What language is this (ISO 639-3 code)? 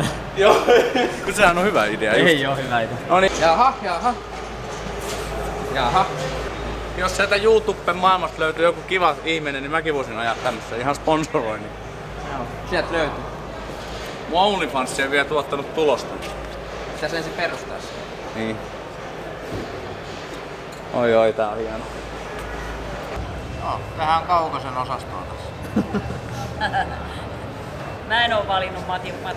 fin